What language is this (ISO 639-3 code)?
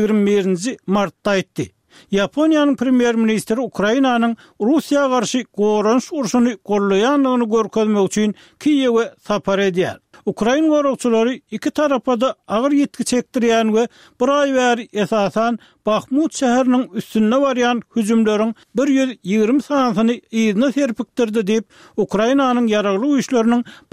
tuk